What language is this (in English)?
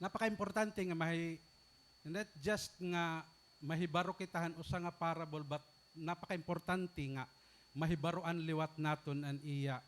Waray